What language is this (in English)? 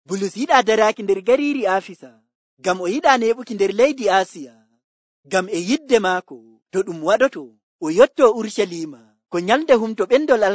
Nigerian Fulfulde